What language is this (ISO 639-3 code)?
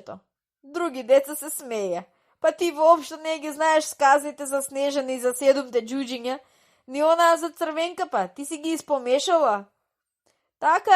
mkd